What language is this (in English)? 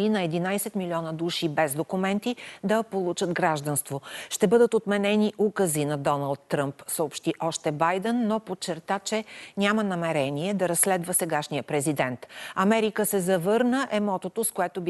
Bulgarian